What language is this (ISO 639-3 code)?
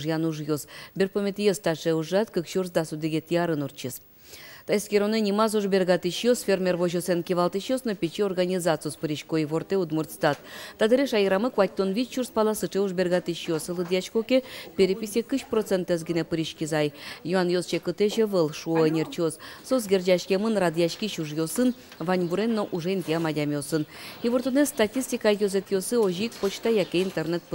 udm